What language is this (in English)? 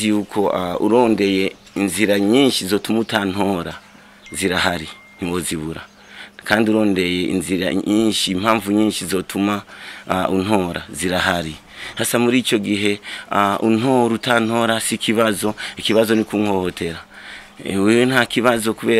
Rundi